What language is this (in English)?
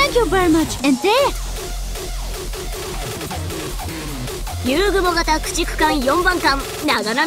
Japanese